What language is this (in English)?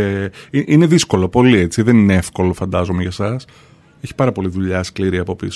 Greek